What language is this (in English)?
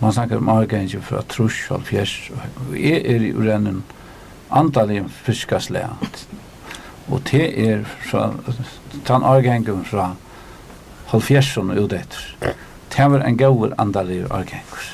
Faroese